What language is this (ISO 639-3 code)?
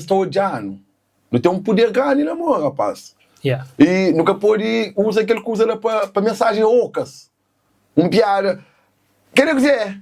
kea